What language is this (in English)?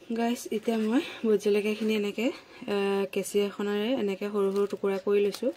Assamese